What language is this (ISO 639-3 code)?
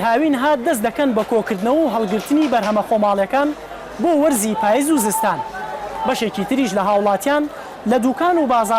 ckb